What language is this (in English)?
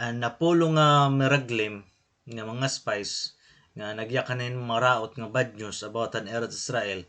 Waray